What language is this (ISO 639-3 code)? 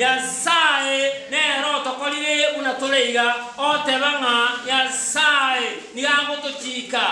guz